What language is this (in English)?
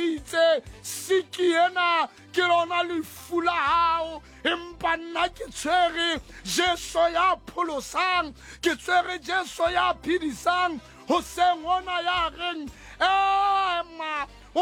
Southern Sotho